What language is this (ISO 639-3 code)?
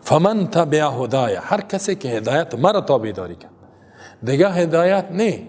fas